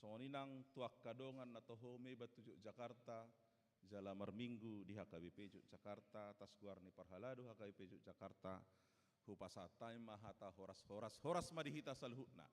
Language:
Batak Toba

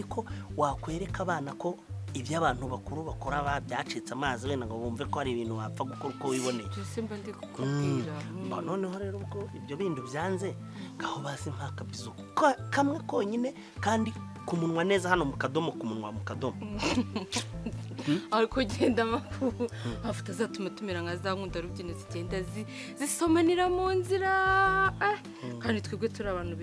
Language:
Kinyarwanda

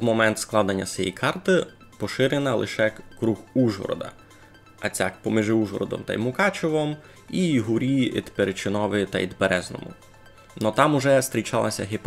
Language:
Rusyn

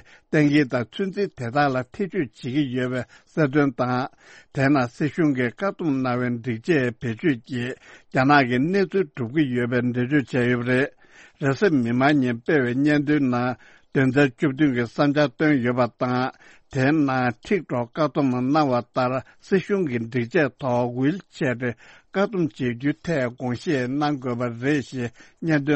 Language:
Tibetan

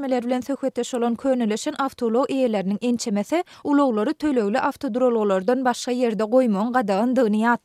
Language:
Turkmen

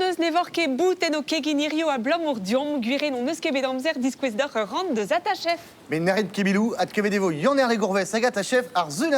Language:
Breton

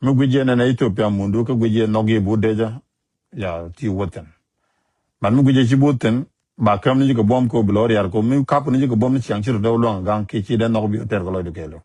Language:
Nuer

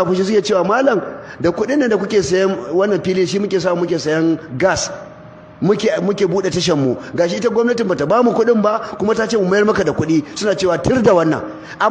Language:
Hausa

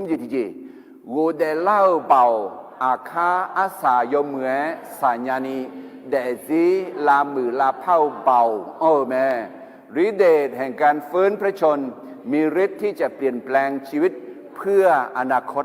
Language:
Akha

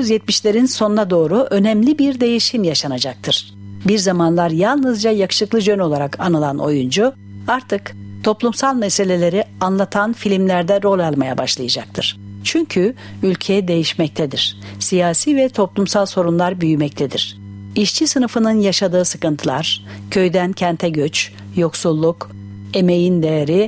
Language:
Turkish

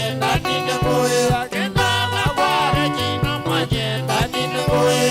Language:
Kamba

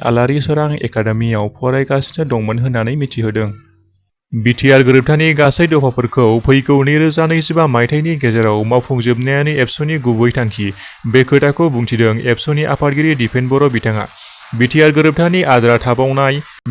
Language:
Bodo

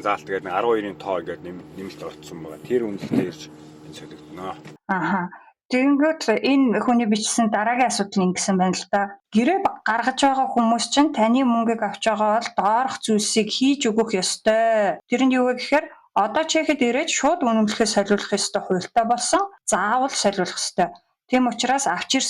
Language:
Mongolian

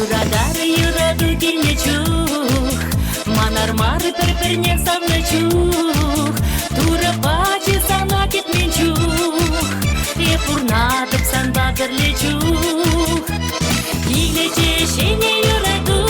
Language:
Chuvash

